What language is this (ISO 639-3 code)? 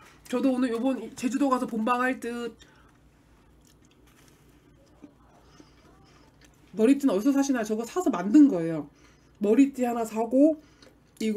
kor